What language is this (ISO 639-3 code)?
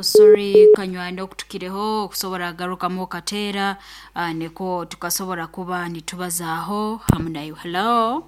nyn